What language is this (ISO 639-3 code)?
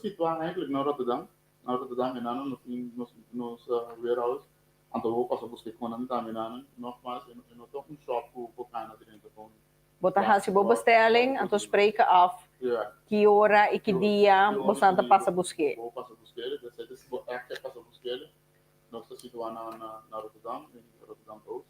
pap